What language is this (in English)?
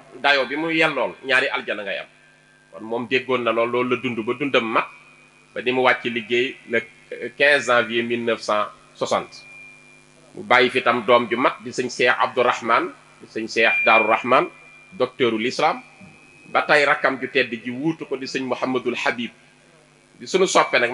Wolof